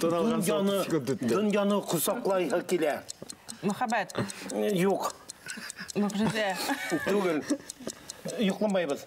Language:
Bashkir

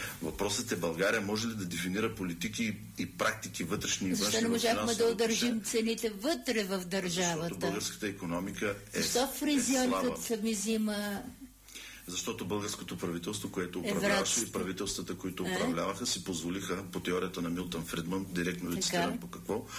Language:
Bulgarian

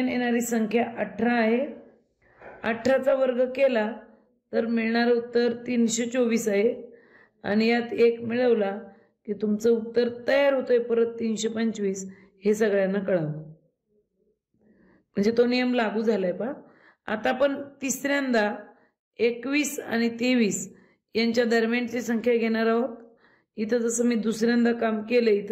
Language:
Marathi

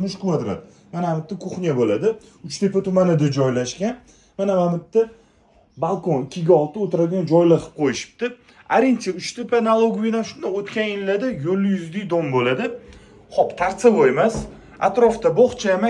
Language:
Uzbek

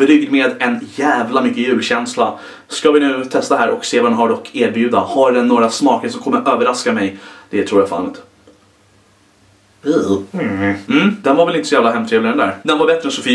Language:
Swedish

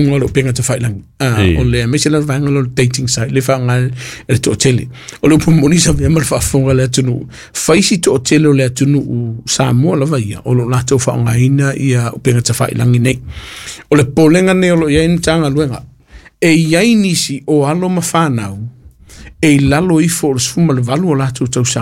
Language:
Samoan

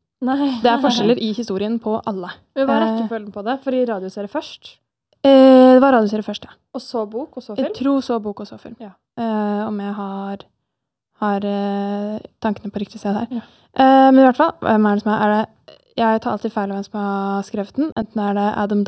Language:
Norwegian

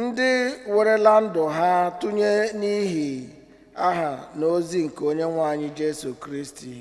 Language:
Igbo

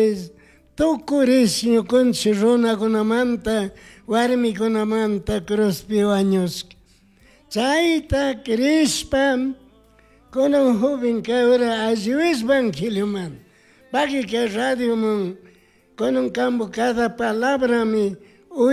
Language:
Chimborazo Highland Quichua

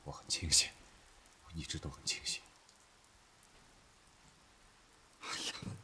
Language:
Chinese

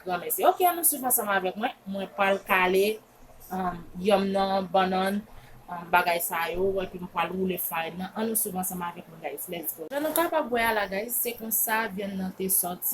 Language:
Haitian Creole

